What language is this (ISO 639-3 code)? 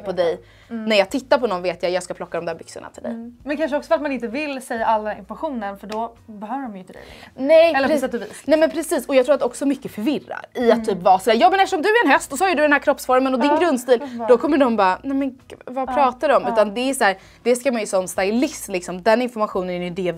swe